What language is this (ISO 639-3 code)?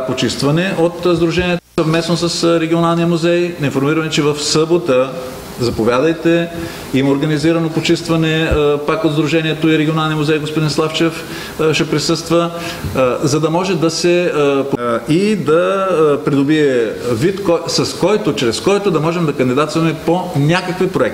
bul